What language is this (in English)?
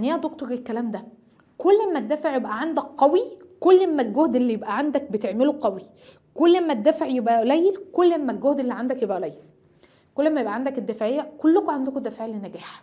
Egyptian Arabic